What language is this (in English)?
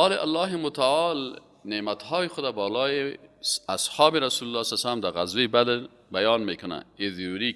Persian